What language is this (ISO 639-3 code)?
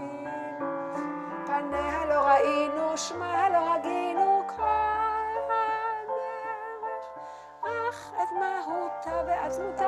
heb